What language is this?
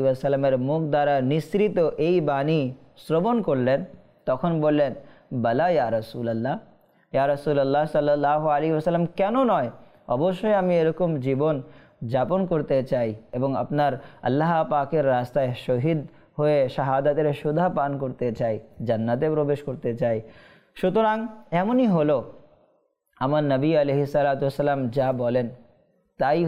Bangla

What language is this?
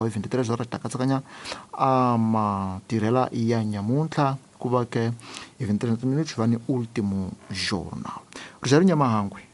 Tsonga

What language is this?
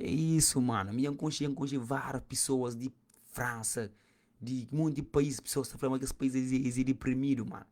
Kabuverdianu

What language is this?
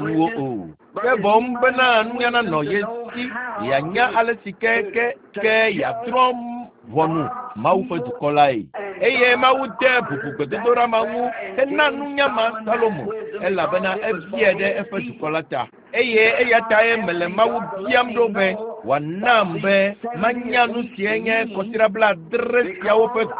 Ewe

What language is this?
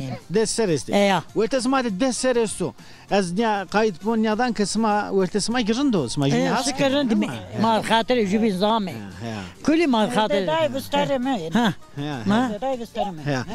Zaza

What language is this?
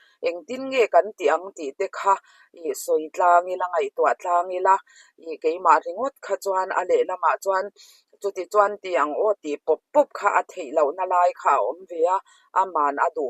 Mizo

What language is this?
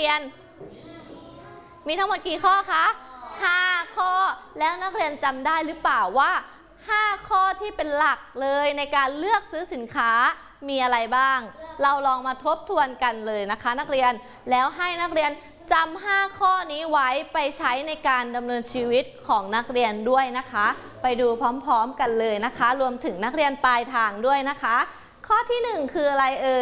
Thai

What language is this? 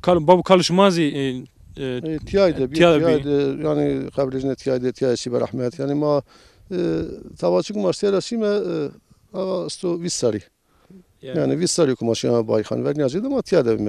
Zaza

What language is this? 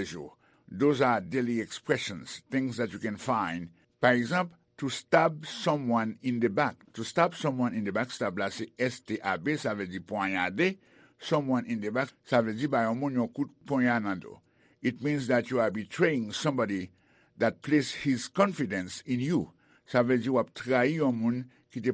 Haitian Creole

